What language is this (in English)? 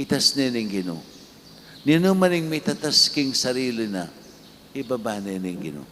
Pampanga